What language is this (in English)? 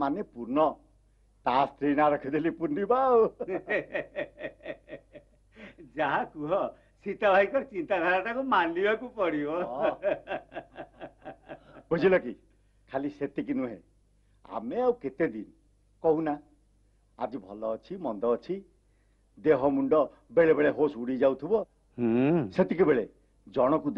Odia